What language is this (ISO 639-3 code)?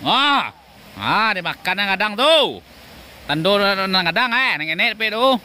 min